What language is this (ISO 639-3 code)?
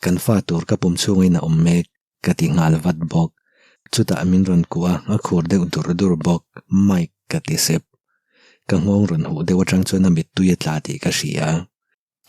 lus